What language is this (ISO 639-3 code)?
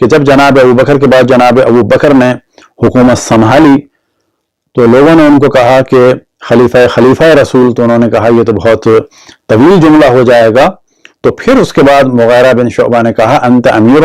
kas